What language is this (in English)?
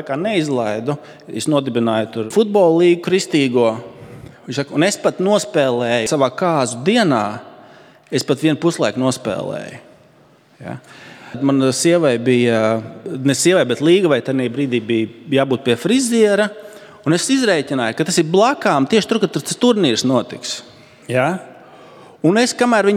Latvian